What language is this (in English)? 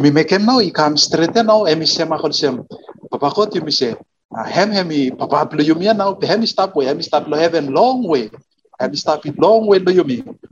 Bislama